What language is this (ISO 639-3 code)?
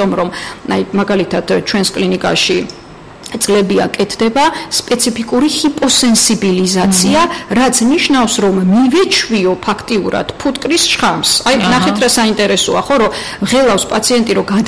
kat